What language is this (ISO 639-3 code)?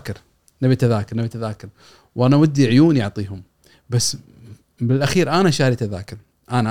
afb